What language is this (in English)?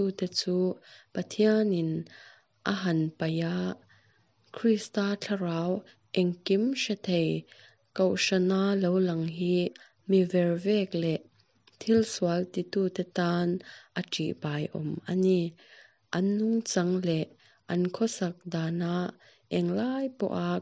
Mizo